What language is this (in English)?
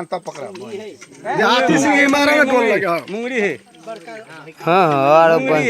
Maithili